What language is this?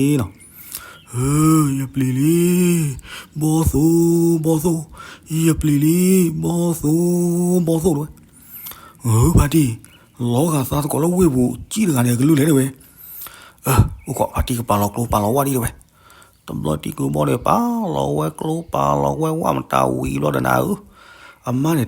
S'gaw Karen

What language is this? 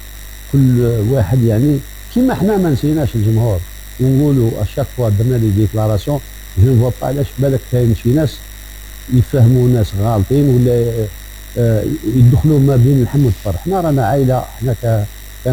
Algerian Arabic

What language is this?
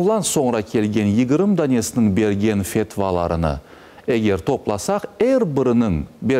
Crimean Tatar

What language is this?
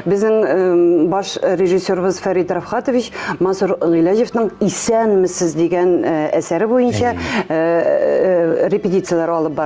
Tatar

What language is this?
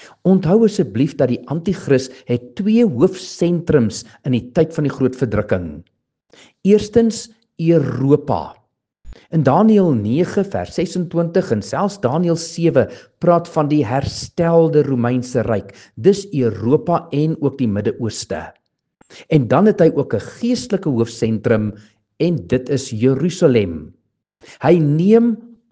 Afrikaans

